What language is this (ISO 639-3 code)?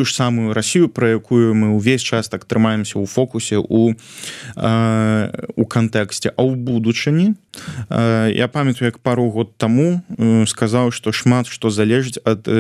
bel